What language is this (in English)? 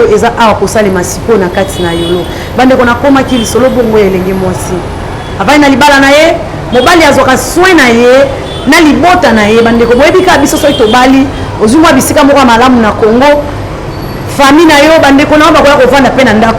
Lingala